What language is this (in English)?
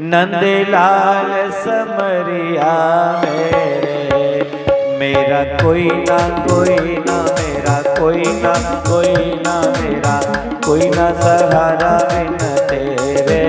Dogri